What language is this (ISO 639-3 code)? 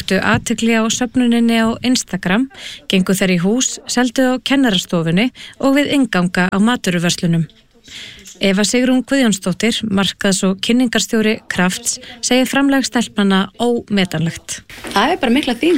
isl